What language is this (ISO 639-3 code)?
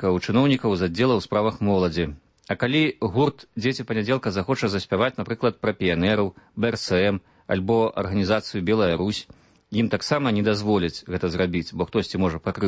bel